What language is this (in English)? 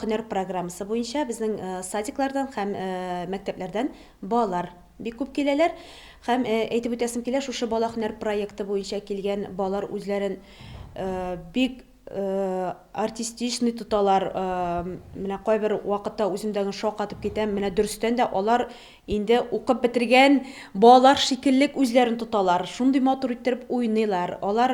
Tatar